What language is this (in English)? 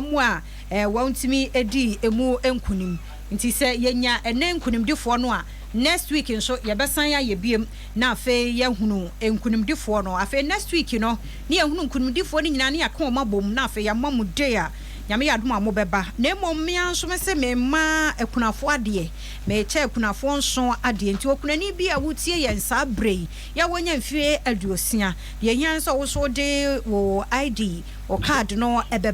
Akan